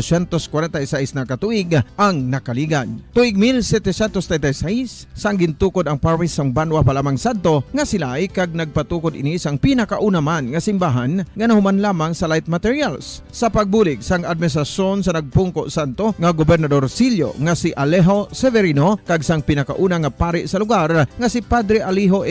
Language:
Hiligaynon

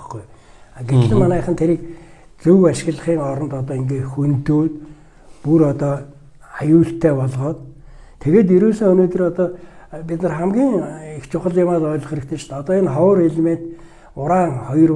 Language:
Mongolian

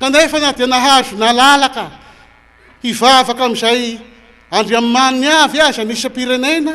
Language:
Malagasy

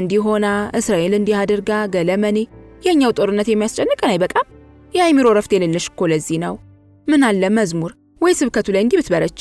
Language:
Amharic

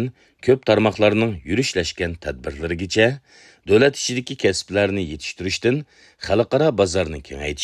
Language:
Uyghur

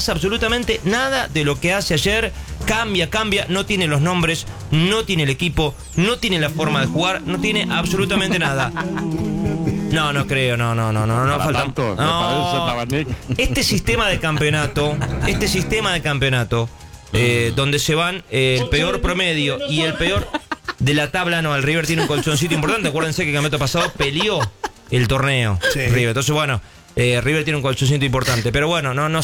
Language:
Spanish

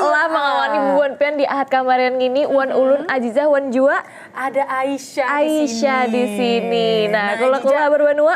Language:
Banjar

